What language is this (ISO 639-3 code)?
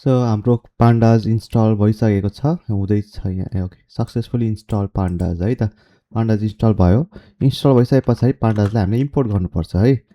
nep